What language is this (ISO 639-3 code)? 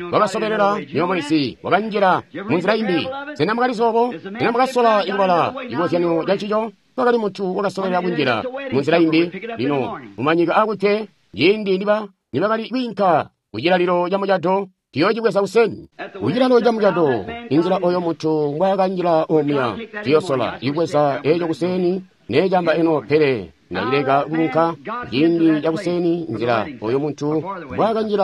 toi